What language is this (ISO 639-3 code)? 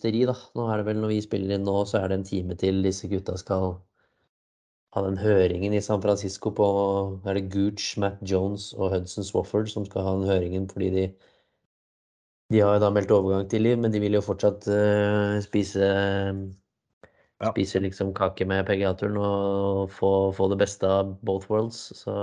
nor